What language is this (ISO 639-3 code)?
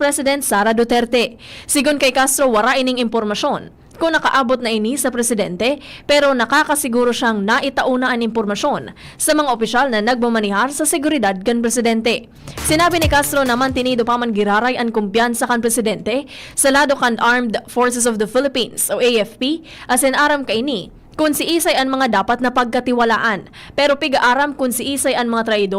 bik